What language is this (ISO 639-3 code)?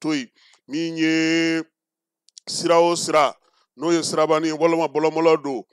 bam